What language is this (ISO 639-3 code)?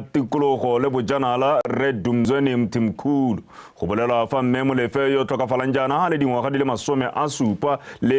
tsn